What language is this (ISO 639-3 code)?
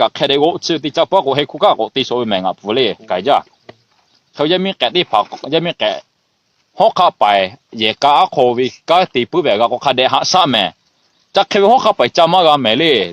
lhu